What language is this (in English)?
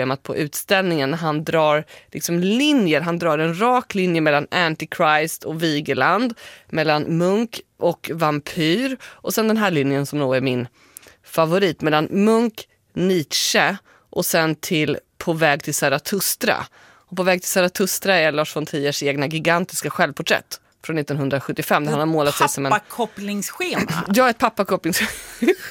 Swedish